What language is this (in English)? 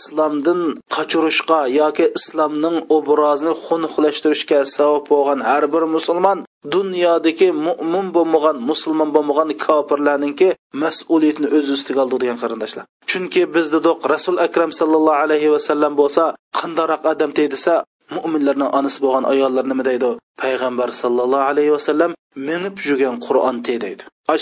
Uyghur